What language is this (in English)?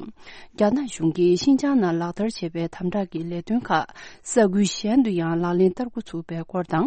Tibetan